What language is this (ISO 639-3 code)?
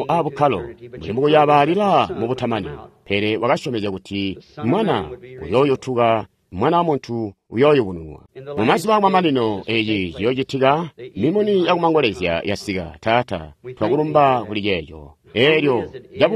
toi